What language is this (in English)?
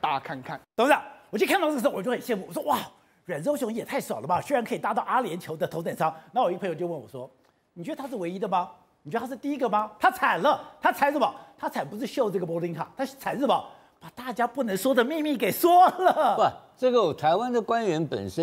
Chinese